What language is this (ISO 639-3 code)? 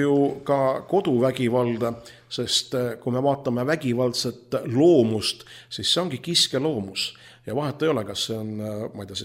est